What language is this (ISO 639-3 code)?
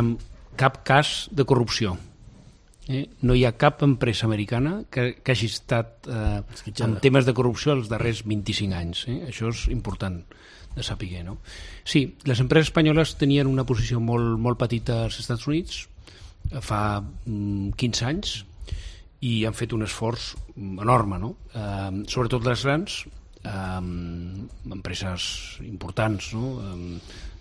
cat